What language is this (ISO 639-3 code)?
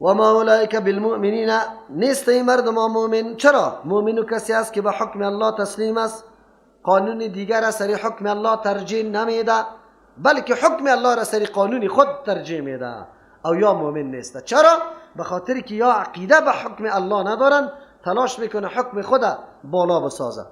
fas